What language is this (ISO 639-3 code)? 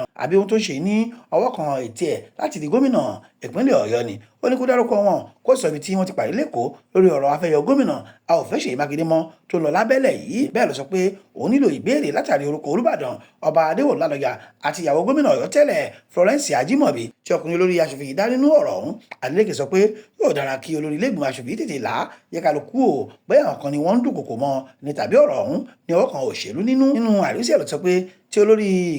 yor